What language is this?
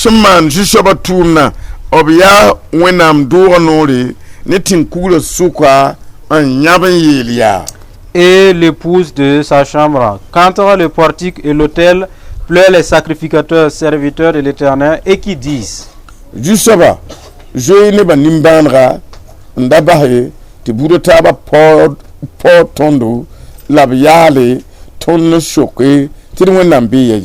Mossi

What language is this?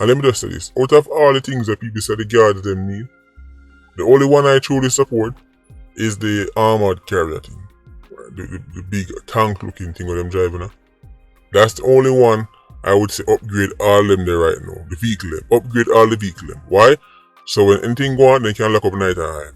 Jamaican Creole English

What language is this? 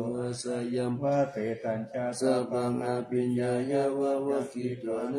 Pali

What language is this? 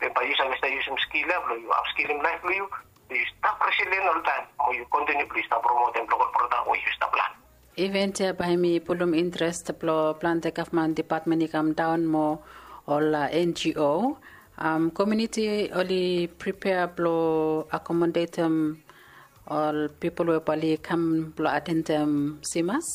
Bislama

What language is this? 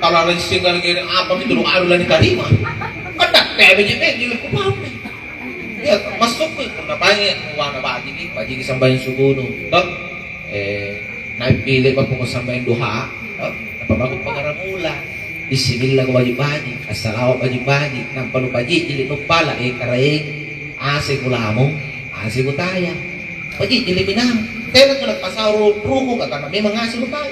Makasar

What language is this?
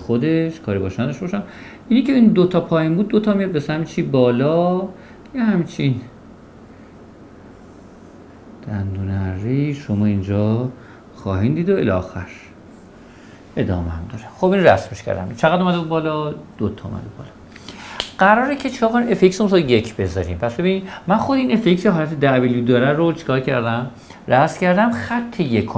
Persian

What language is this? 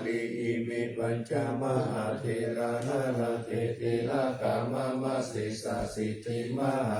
Pali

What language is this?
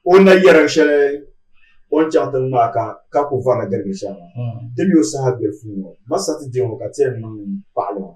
Dagbani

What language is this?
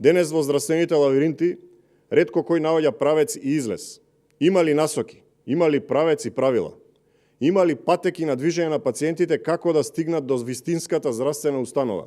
Macedonian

